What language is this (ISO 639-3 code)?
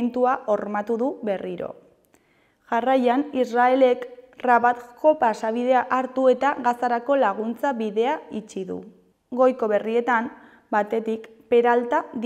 eus